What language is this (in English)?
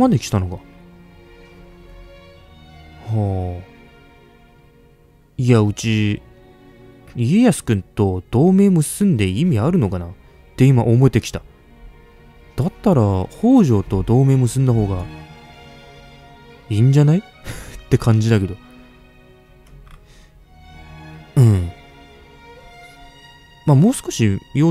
Japanese